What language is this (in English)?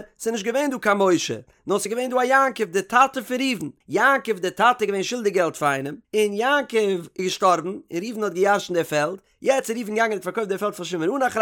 Yiddish